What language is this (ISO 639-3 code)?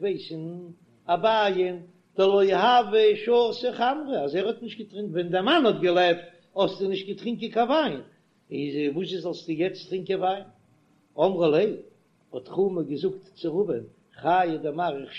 yid